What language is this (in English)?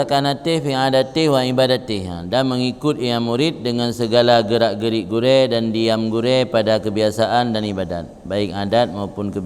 Achinese